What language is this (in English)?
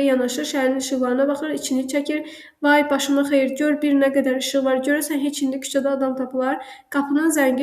Azerbaijani